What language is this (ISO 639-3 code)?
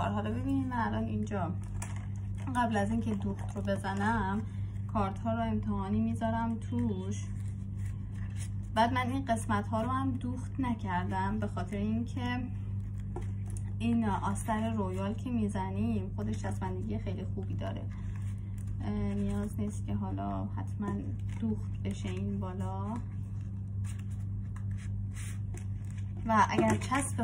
fas